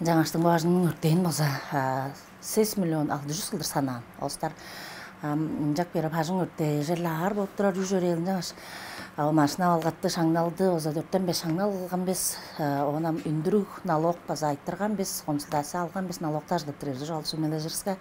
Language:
Tuvinian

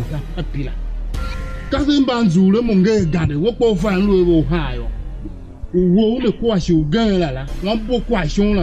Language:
Tiv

